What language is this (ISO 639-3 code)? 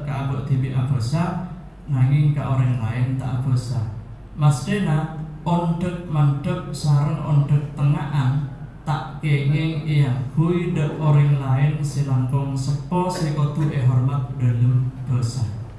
mad